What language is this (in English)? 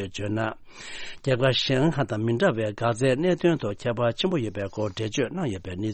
Tibetan